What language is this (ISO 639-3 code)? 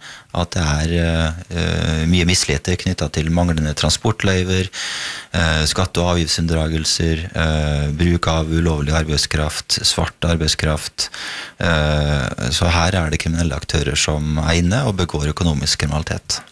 nor